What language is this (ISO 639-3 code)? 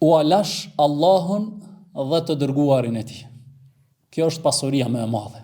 sqi